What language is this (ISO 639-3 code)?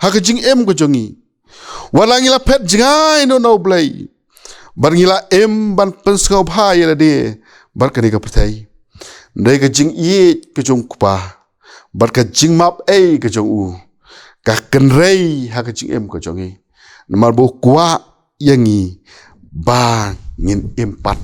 kha